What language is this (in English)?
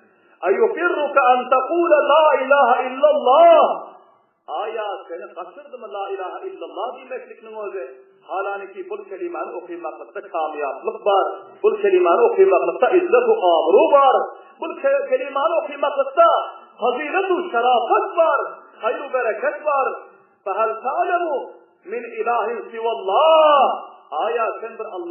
Turkmen